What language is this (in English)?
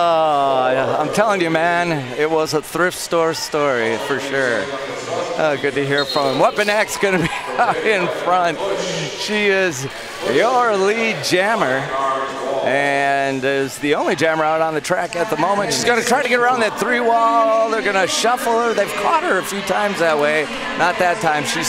English